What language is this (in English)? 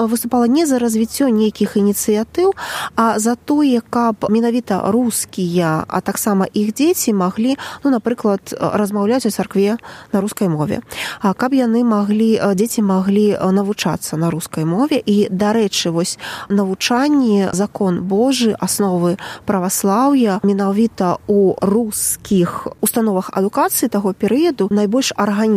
Belarusian